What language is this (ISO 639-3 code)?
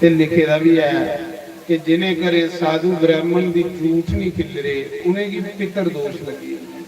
doi